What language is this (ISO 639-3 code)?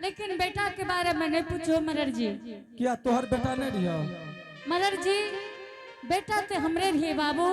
anp